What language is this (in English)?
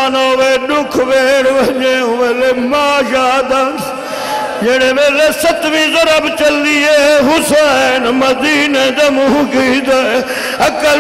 Saraiki